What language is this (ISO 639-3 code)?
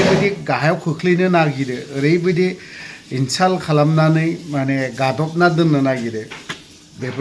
brx